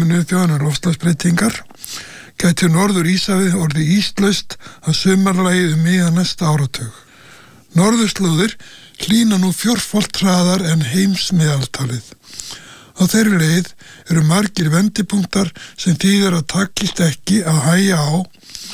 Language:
Icelandic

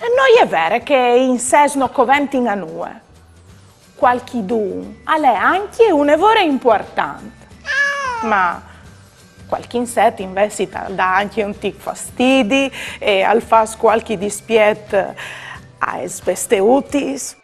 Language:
Friulian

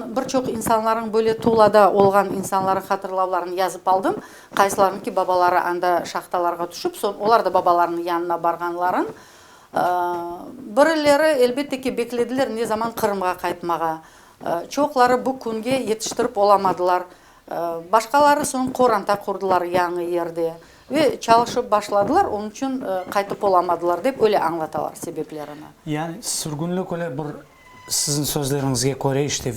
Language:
Crimean Tatar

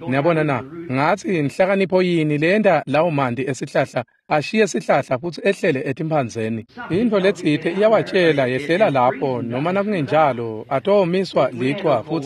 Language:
Swati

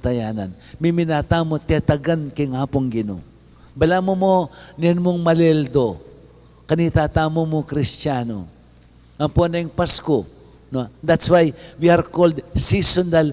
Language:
Pampanga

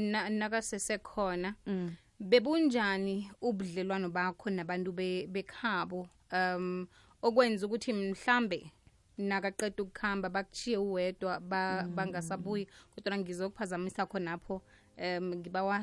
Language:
South Ndebele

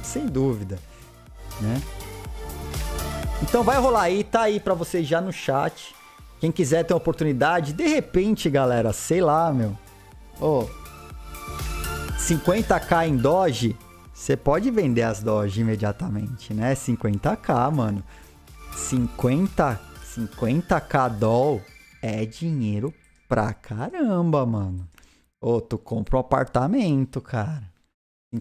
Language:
Portuguese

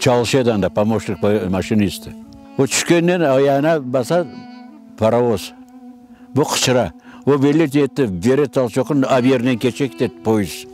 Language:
Crimean Tatar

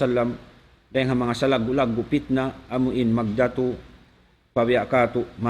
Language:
Tausug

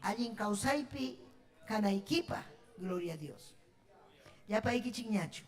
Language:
Ayacucho Quechua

